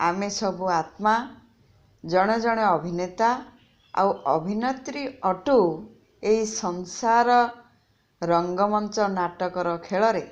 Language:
Odia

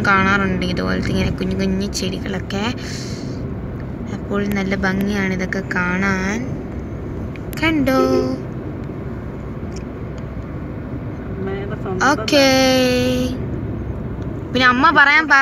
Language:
Malayalam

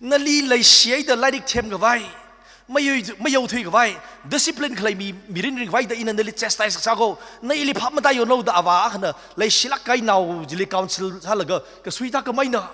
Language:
Tangkhul Naga (India)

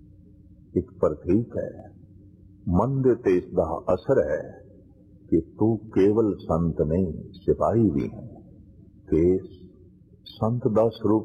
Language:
Punjabi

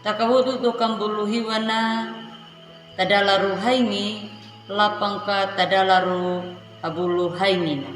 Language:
Anakalangu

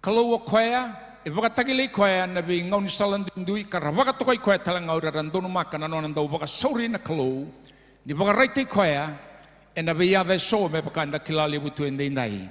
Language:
Fijian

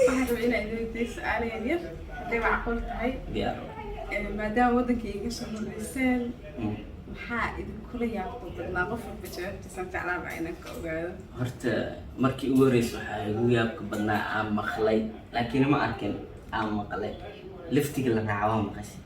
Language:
Somali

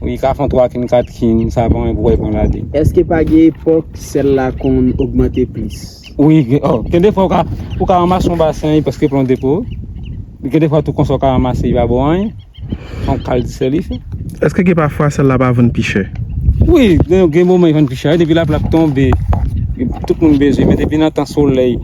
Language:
Haitian Creole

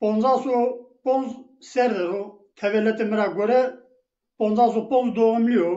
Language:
Zaza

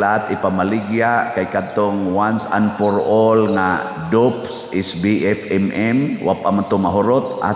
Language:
Cebuano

